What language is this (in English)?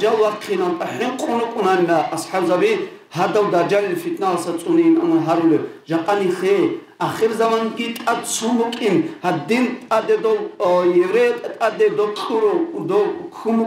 Avaric